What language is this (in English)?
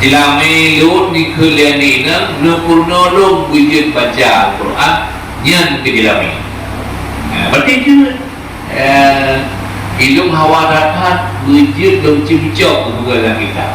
Achinese